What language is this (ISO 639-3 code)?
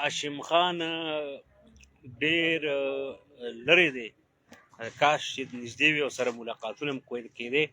pus